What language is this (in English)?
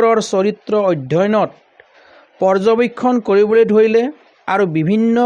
Assamese